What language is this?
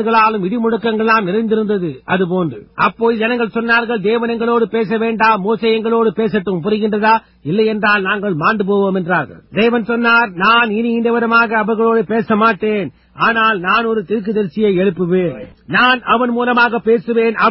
Tamil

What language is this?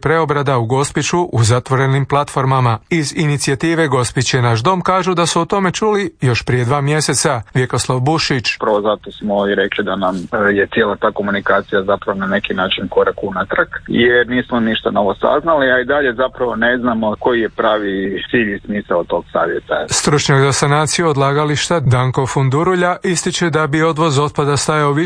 Croatian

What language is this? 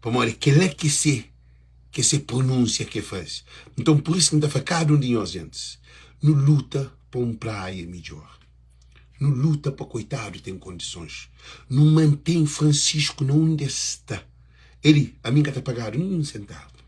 Kabuverdianu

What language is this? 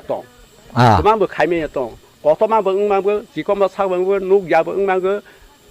Kok Borok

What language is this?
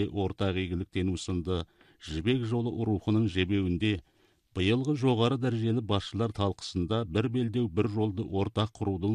Kazakh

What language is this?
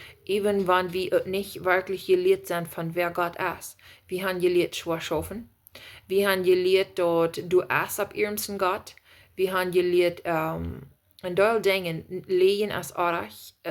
Plautdietsch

